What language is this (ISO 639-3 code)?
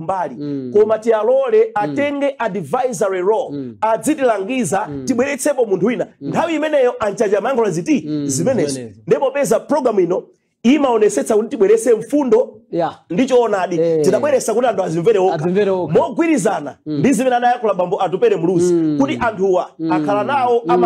nya